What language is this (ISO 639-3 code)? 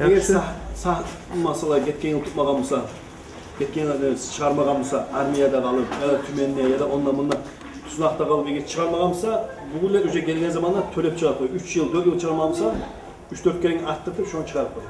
kum